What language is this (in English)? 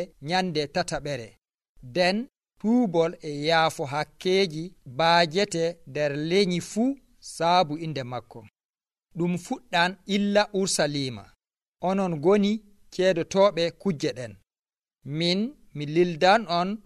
Nigerian Fulfulde